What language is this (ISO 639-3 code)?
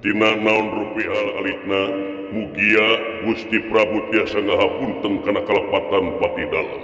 sun